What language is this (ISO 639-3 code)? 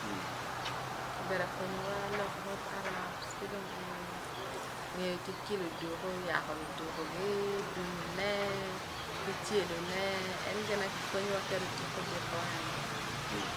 ach